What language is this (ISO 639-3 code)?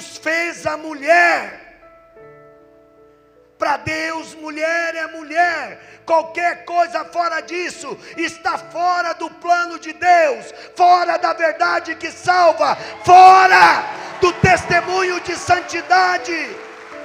por